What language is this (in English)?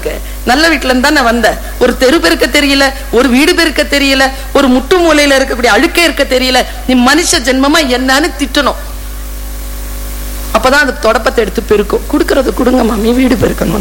Tamil